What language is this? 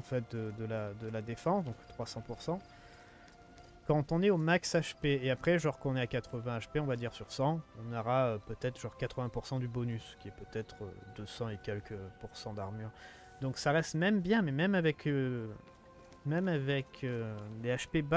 French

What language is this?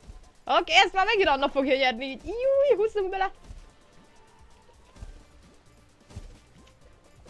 Hungarian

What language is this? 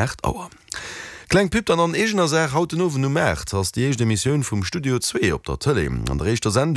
Luxembourgish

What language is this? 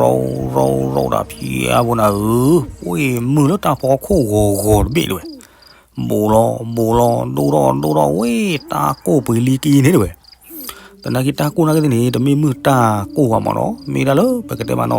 S'gaw Karen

